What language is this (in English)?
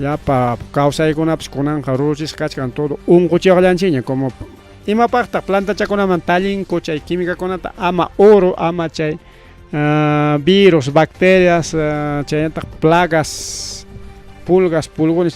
Ayacucho Quechua